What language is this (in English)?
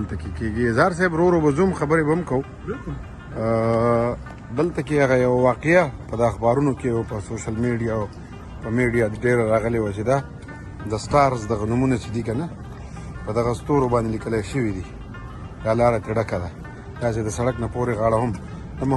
Pashto